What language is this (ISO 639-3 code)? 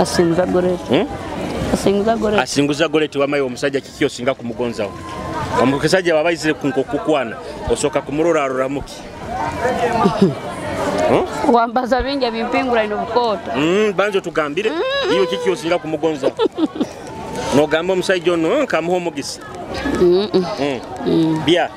nyo